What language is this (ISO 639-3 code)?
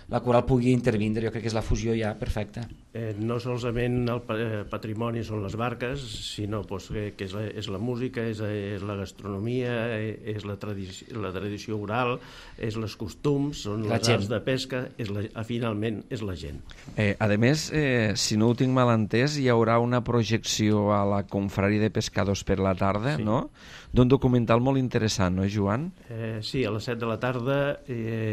cat